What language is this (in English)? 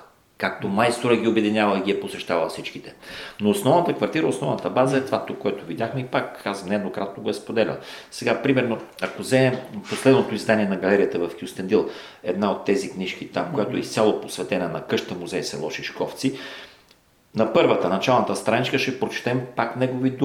Bulgarian